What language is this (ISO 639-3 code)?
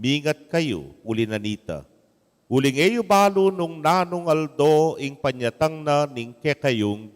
pam